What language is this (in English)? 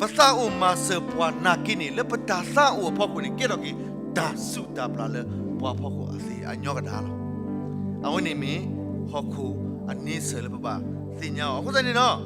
S'gaw Karen